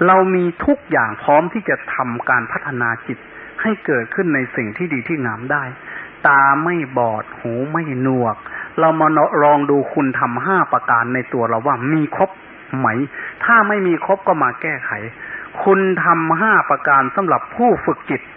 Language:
Thai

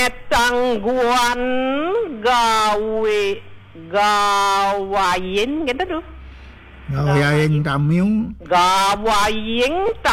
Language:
Balinese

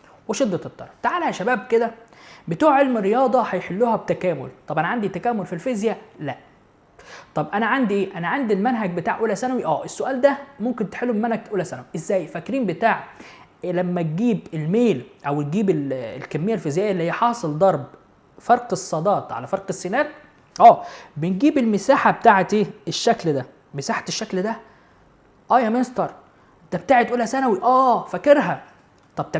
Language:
Egyptian Arabic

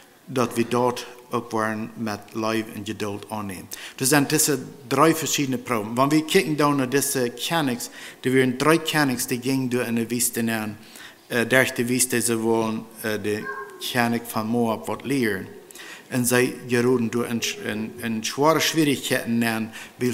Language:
Plautdietsch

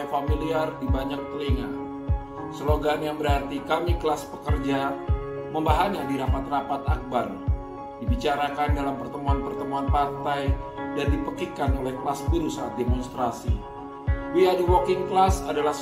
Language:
Indonesian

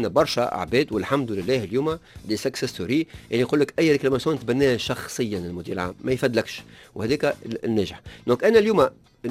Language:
Tunisian Arabic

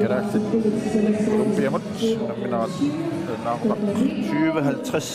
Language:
Kalaallisut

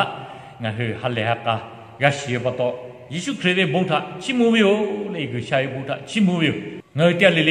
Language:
Lahu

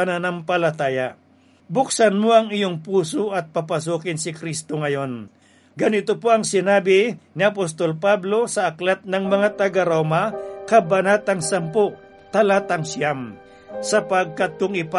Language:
Filipino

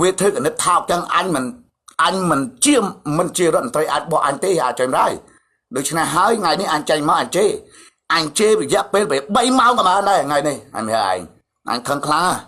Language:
Khmer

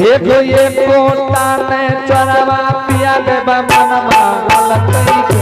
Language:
Angika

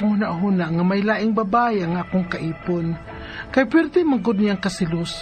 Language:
Cebuano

